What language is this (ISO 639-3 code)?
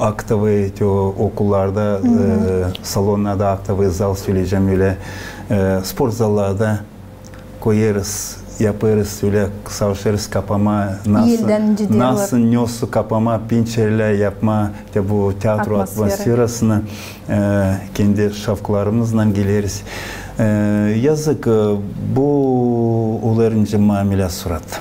gag